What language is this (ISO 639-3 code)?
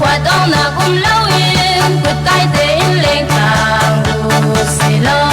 cfm